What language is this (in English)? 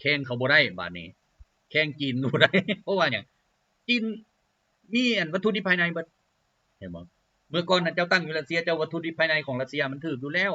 Lao